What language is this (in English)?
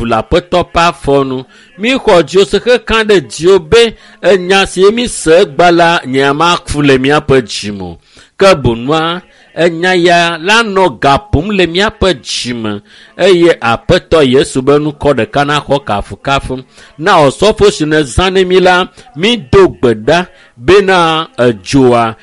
Ewe